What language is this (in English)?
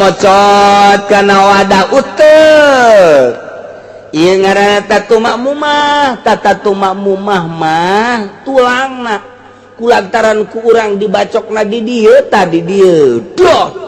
Sundanese